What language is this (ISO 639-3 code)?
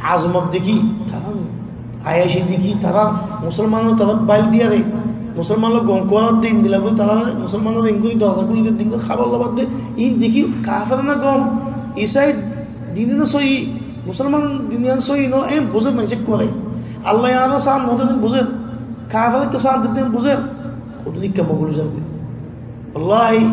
rhg